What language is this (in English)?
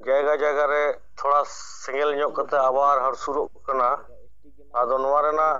Santali